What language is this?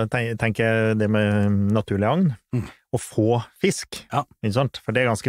Norwegian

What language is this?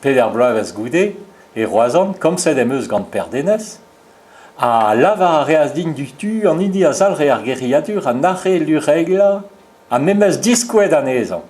Breton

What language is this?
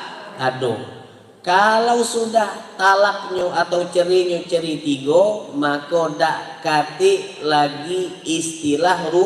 Musi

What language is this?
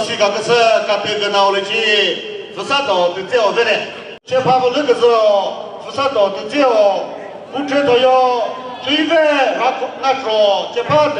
Chokri Naga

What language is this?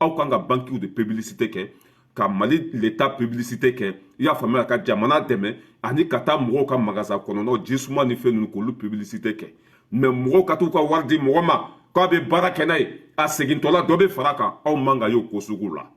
Bambara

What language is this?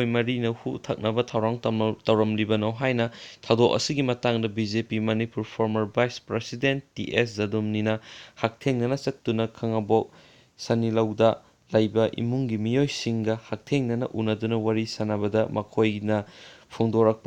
Manipuri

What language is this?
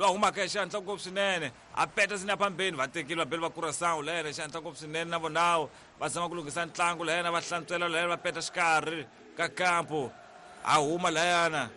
Tsonga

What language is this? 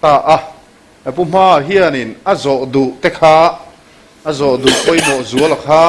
Mizo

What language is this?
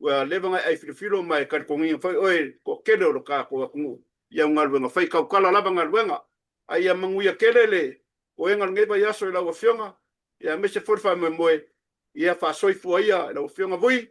Samoan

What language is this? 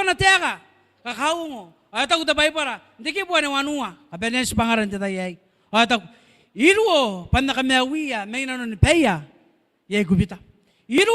Gilbertese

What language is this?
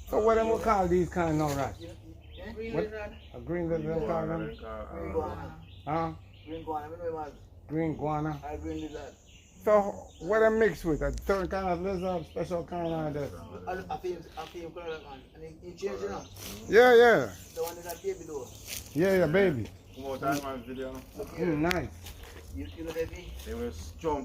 Jamaican Creole English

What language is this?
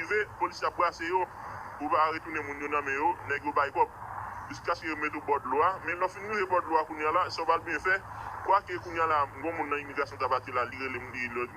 Haitian Creole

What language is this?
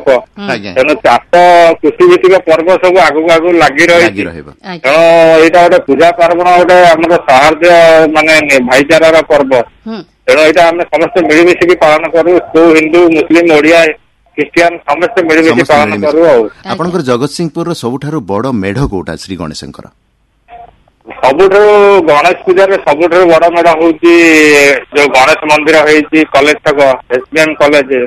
Odia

